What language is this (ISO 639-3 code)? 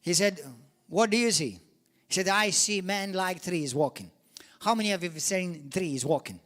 eng